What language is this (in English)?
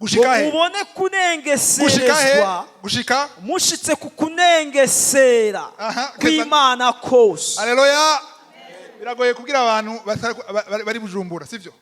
Rundi